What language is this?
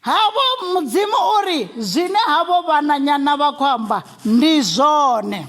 Venda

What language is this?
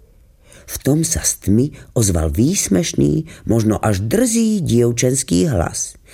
Slovak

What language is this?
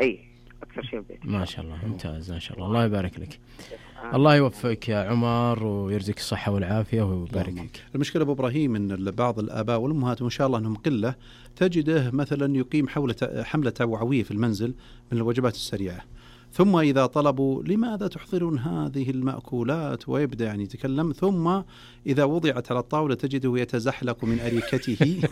Najdi Arabic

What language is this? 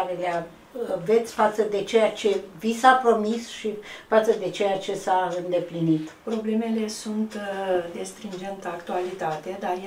Romanian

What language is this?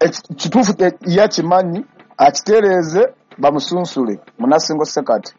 Ganda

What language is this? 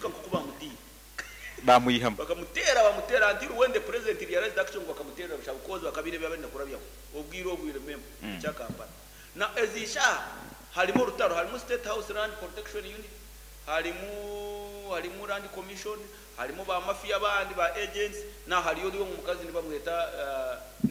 Nyankole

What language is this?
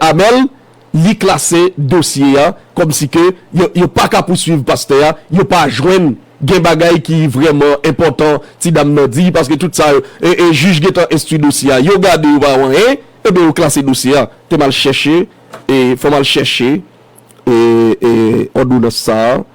Haitian Creole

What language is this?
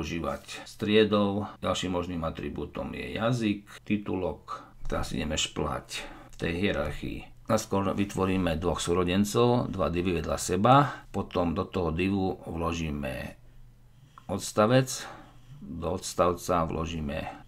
Slovak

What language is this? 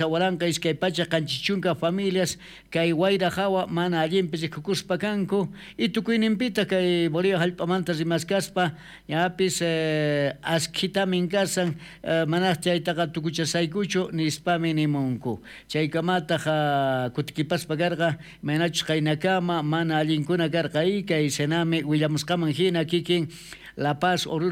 South Bolivian Quechua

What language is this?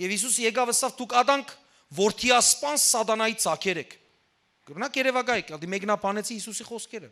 Western Armenian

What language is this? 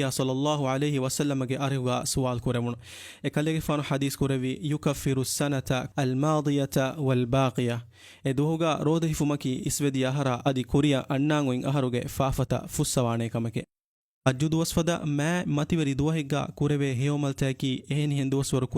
Divehi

